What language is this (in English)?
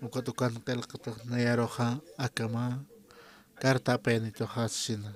Aymara